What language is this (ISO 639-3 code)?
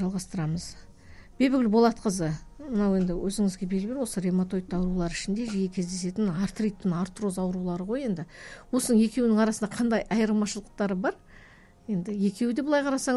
kaz